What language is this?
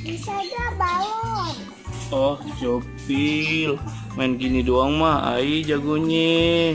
Betawi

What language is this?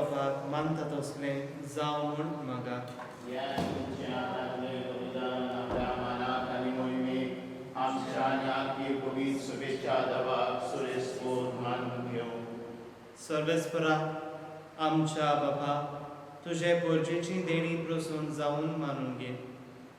Konkani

